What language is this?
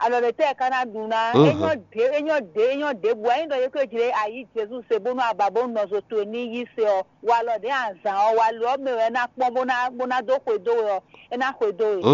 Fon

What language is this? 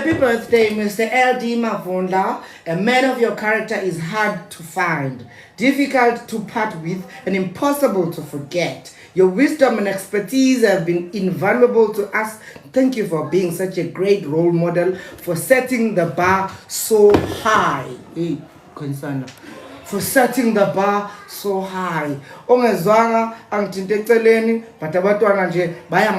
Zulu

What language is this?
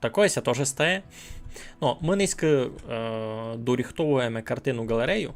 Rusyn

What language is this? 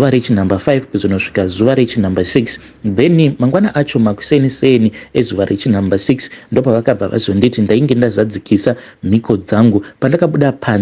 Shona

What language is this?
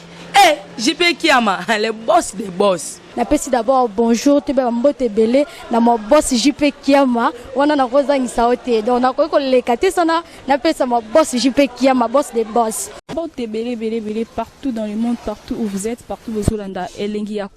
Lingala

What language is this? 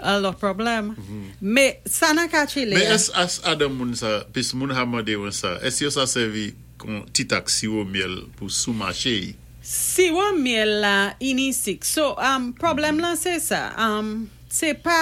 Saint Lucian Creole French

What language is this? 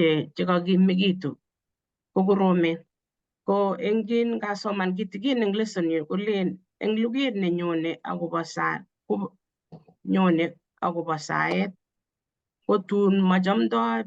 Kalenjin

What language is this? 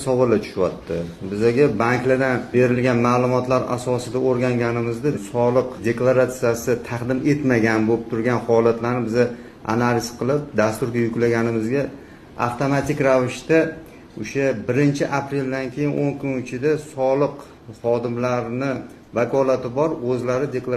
Uzbek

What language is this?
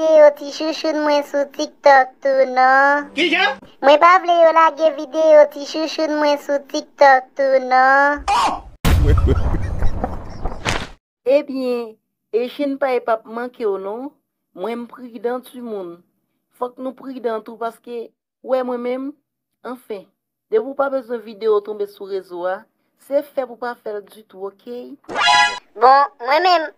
Haitian Creole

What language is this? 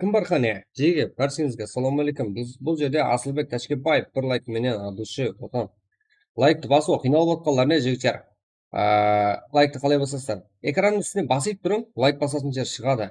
Kara-Kalpak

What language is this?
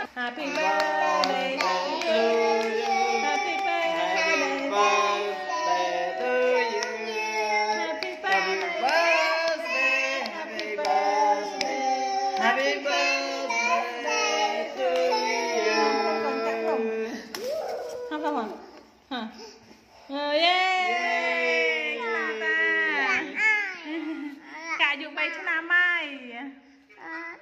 Vietnamese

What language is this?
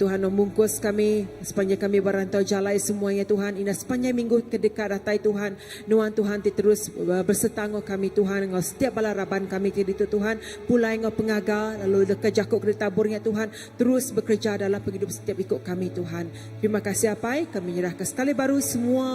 Iban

